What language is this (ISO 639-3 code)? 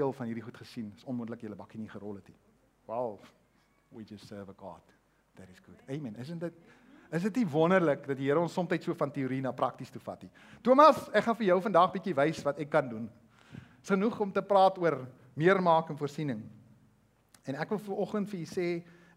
afr